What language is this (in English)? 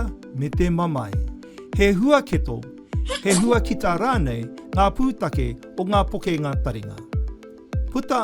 Māori